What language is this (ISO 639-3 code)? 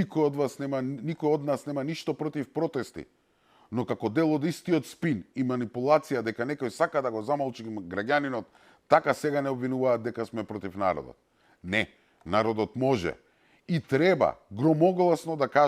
mkd